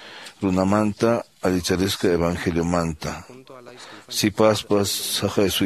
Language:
Quechua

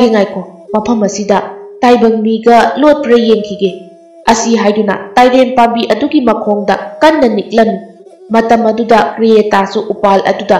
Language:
Manipuri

